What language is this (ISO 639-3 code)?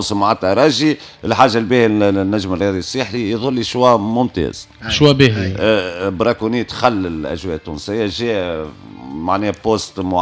aeb